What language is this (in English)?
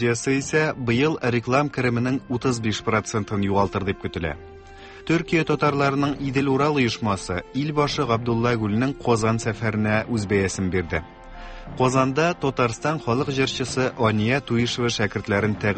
Tatar